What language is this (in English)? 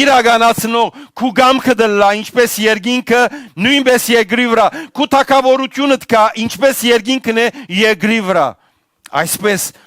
Western Armenian